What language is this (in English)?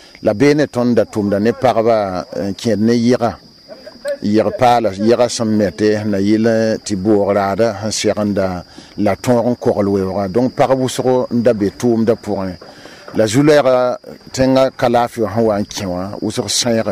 Mossi